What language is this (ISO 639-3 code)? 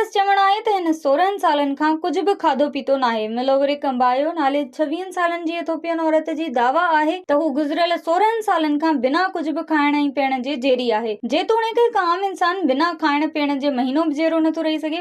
snd